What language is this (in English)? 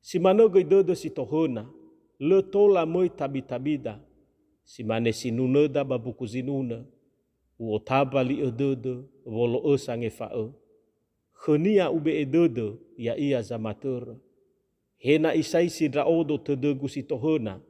Nias